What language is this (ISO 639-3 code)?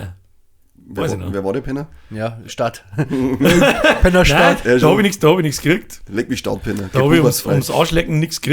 bar